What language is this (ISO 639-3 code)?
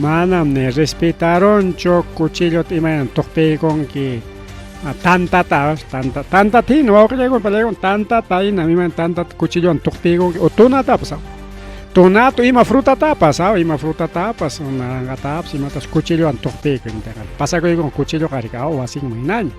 quy